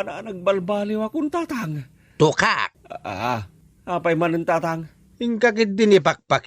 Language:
Iloko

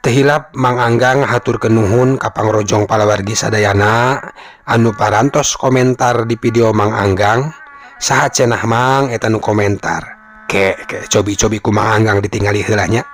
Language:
Sundanese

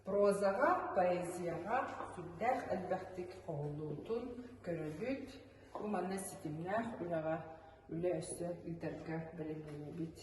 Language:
Yakut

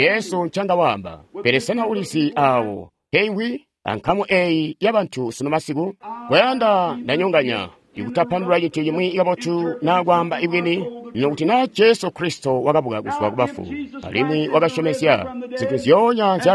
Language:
Tonga (Zambia)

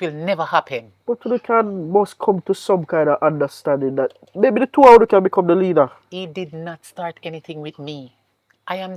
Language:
Jamaican Creole English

